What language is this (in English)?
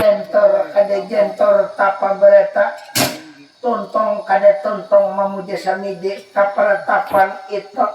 Banjar